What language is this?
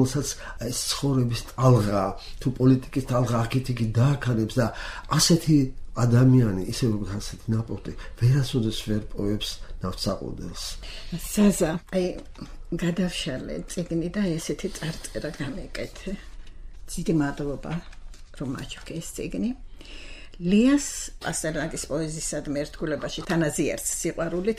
Georgian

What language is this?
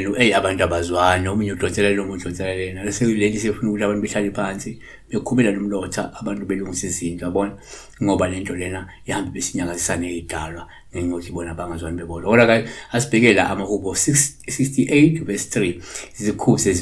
Zulu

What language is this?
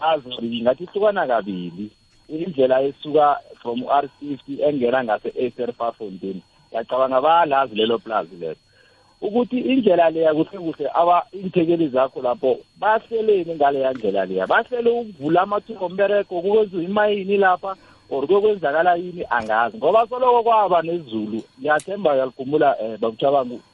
South Ndebele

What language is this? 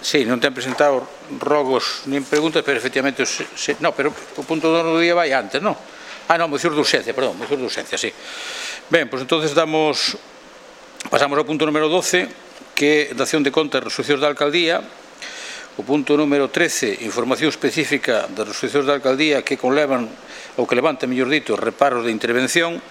Galician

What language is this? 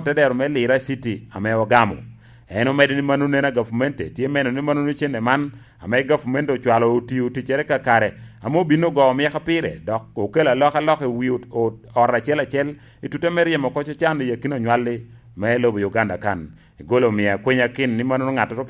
Lango (Uganda)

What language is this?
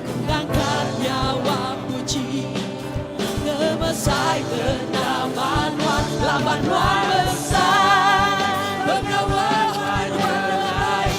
Iban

